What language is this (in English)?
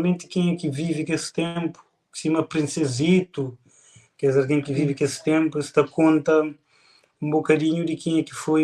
Kabuverdianu